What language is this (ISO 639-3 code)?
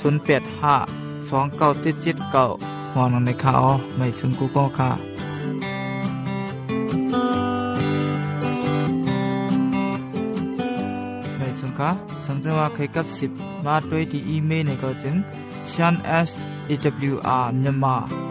tha